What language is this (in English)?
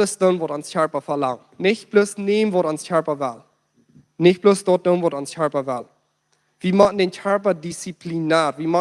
Plautdietsch